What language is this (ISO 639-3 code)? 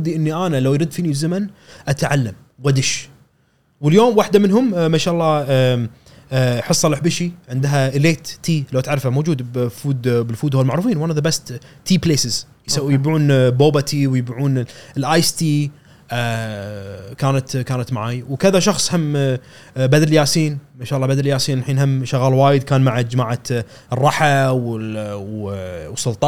afb